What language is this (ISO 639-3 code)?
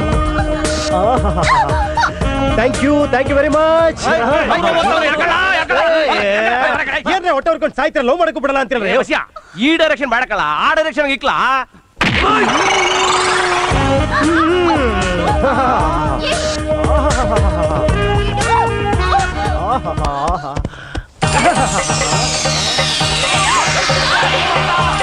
kan